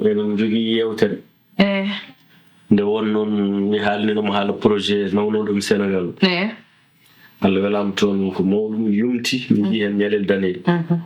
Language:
Fula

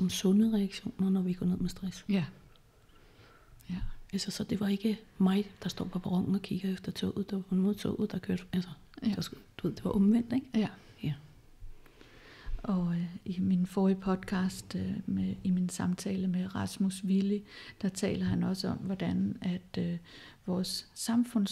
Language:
Danish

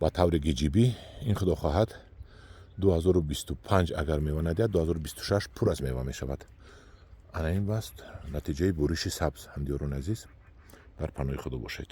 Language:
Tajik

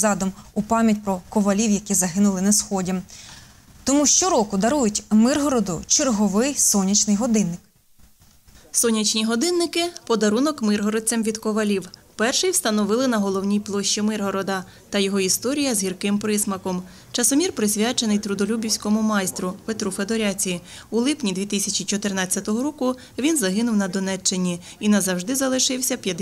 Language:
Ukrainian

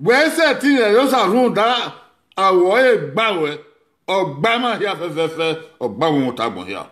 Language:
Bini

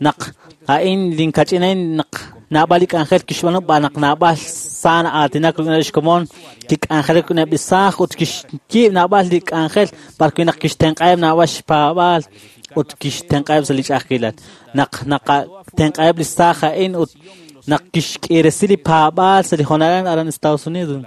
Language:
Kekchí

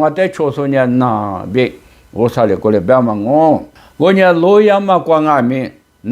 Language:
Lisu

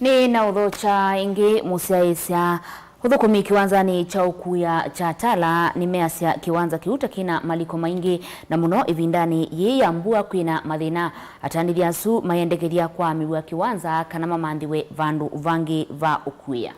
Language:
Kamba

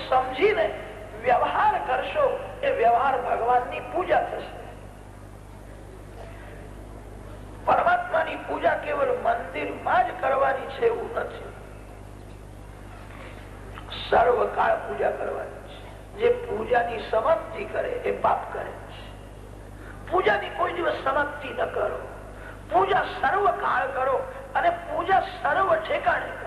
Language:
Gujarati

